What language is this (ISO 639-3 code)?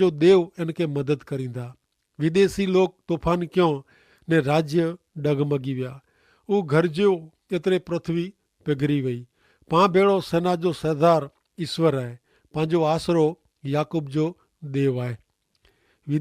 kfr